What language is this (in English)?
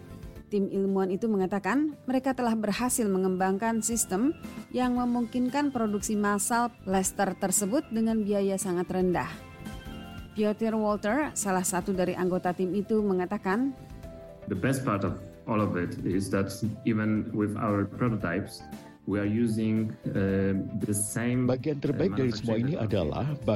Indonesian